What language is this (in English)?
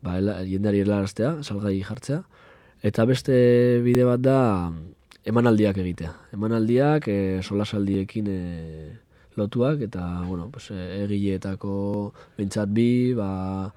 Basque